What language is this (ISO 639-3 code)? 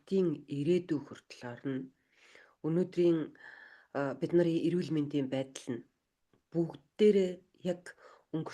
mon